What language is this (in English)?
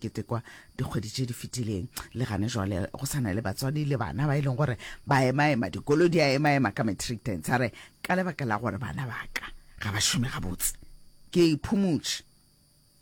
Northern Sotho